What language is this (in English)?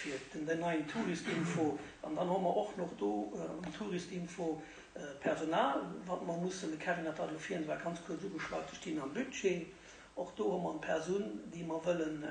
Luxembourgish